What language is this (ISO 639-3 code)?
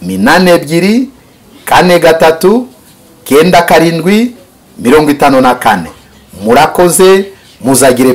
kin